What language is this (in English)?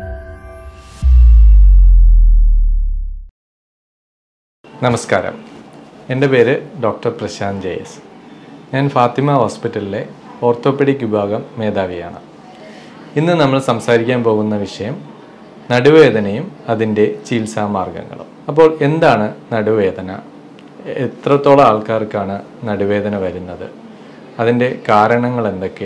Malayalam